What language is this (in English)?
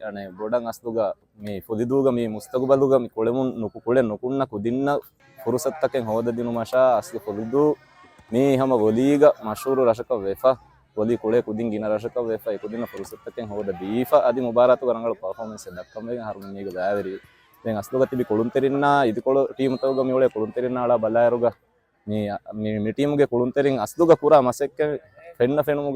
Divehi